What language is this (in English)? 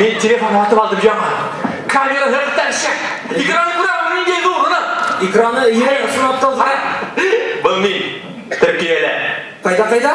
Bashkir